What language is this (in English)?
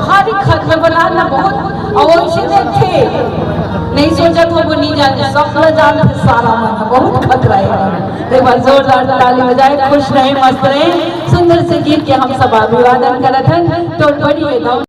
Chhattisgarhi